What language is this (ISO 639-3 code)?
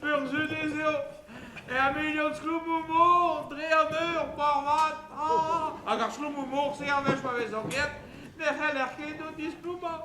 bre